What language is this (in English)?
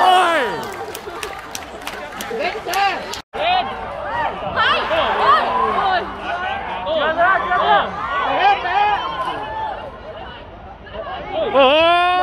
Vietnamese